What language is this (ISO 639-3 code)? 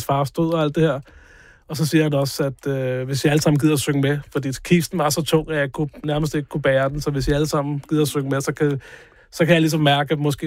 dan